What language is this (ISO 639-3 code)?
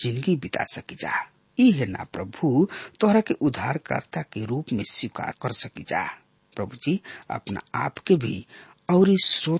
bho